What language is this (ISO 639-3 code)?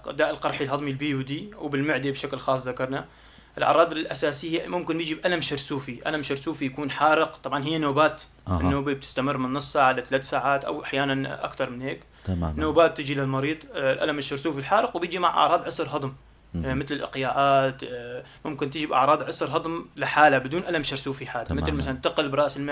apc